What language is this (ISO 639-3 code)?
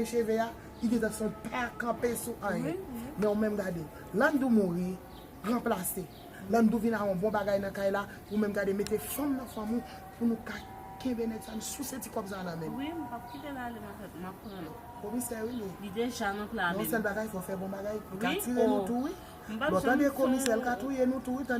hat